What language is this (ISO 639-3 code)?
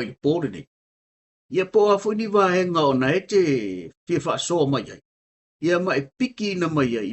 smo